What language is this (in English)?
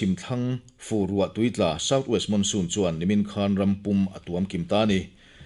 Mizo